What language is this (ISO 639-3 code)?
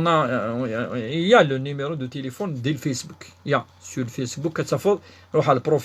kab